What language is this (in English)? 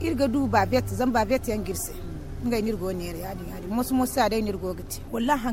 Zarma